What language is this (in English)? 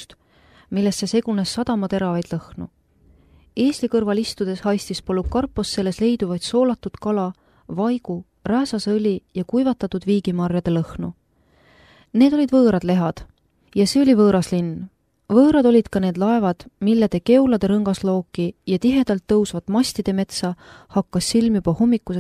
Estonian